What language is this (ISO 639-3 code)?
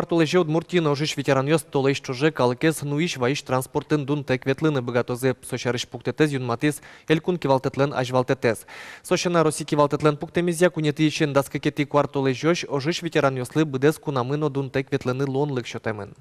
udm